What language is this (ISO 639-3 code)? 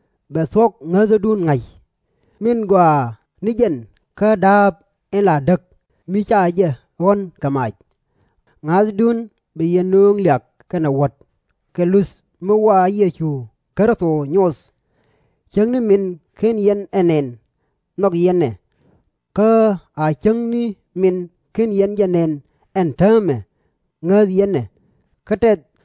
nus